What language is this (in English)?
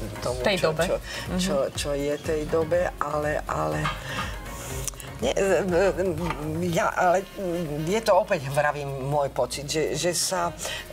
Slovak